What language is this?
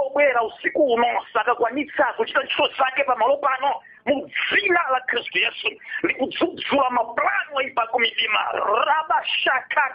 Nyanja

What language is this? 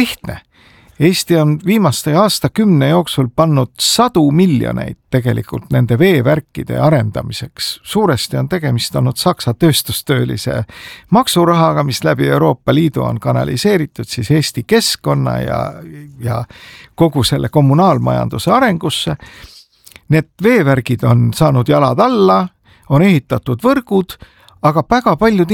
Estonian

